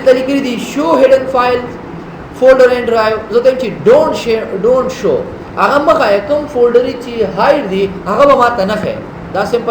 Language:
Pashto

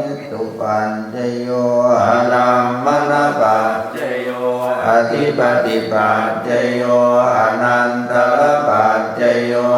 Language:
Pali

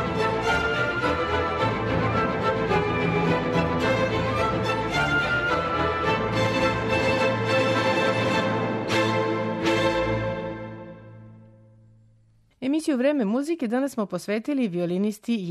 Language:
Serbian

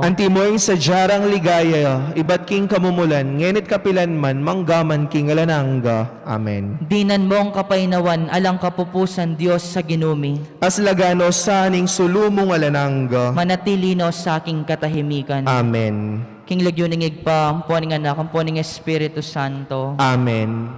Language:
Pampanga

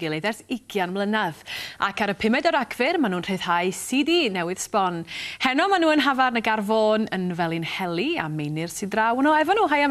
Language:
Welsh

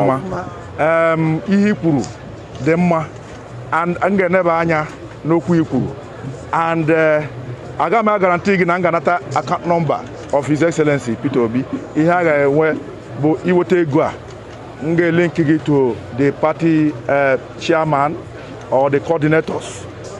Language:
Igbo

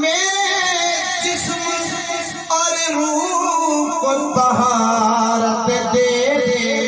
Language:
Saraiki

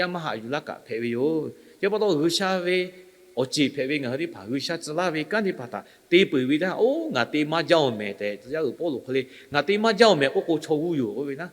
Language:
Lahu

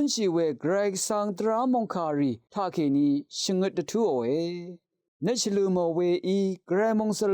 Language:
Rawang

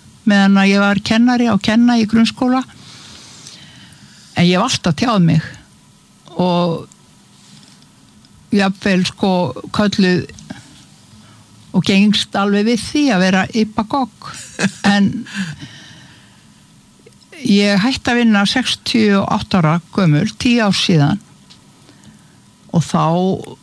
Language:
Icelandic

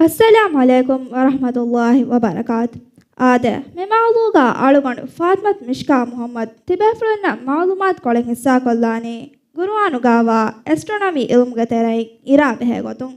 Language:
Divehi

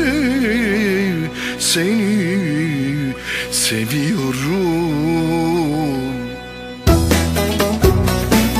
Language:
Turkish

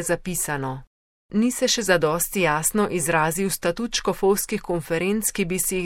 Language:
Slovenian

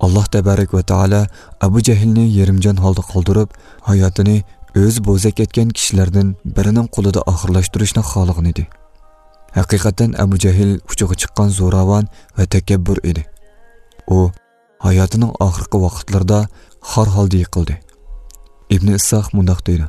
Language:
Uyghur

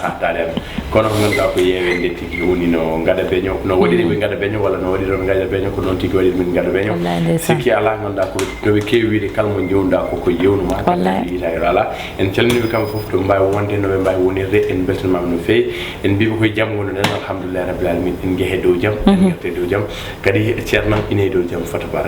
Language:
Fula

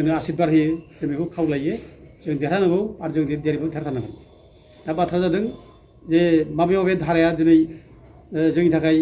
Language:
Bodo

